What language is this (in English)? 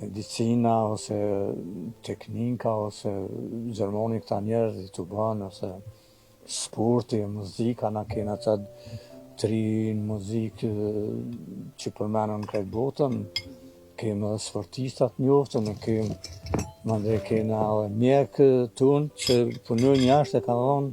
Albanian